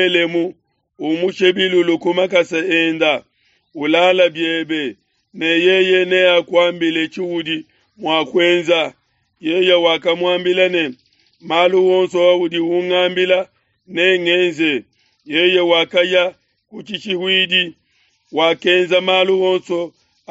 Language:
Luba-Lulua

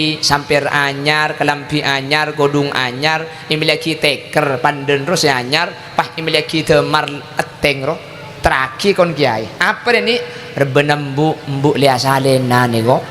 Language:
Madurese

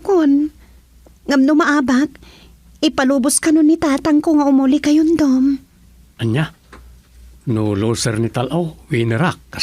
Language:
Iloko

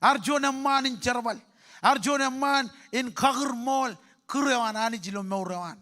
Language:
Marshallese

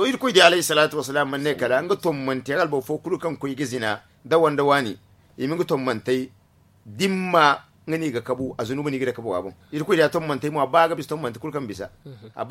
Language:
Zarma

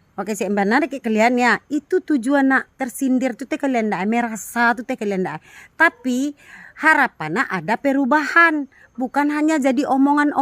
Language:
Minangkabau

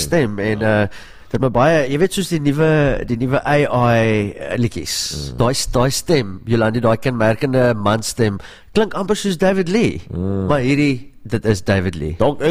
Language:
Afrikaans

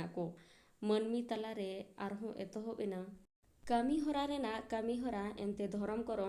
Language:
Santali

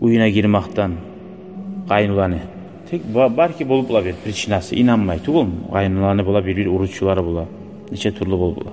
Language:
Kumyk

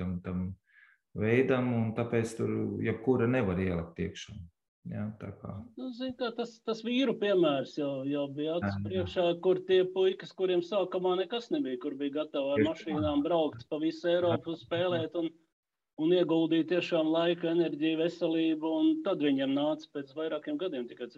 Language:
Latvian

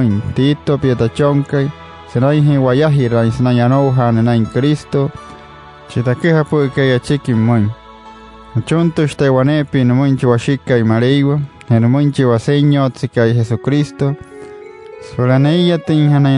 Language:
Wayuu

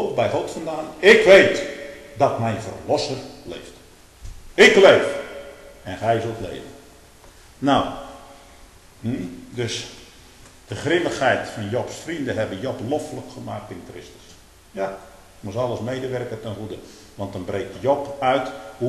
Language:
Dutch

